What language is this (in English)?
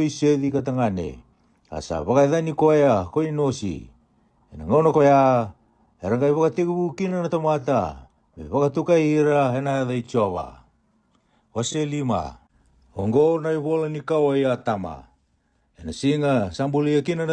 Fijian